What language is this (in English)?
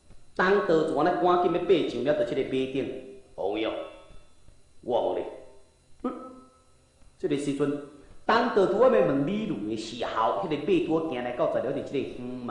Min Nan Chinese